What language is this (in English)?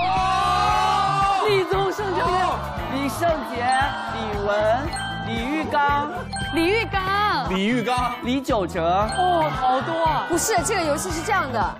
Chinese